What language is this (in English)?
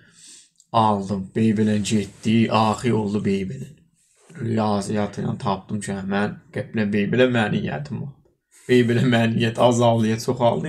South Azerbaijani